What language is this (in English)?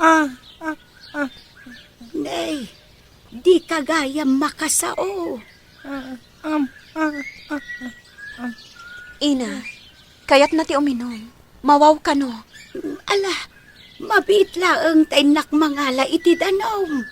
Iloko